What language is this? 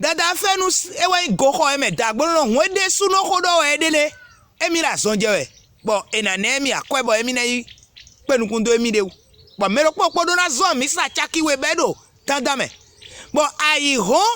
Fon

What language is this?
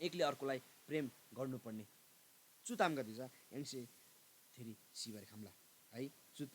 Eastern Tamang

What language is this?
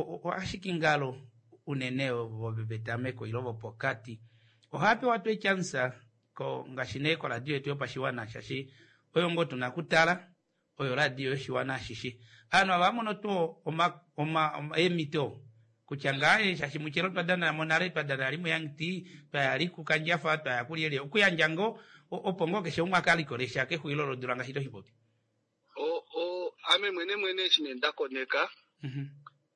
Kuanyama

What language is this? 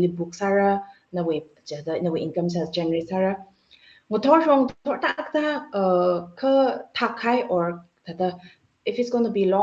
Tangkhul Naga (India)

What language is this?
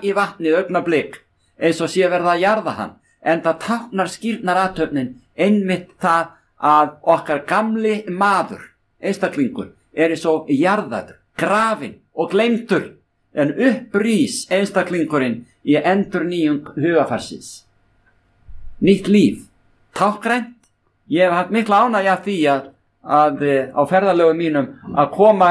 Icelandic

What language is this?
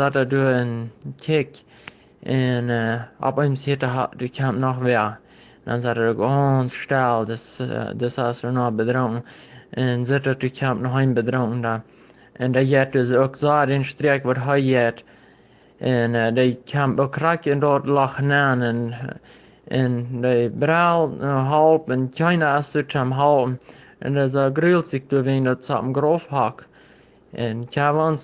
Plautdietsch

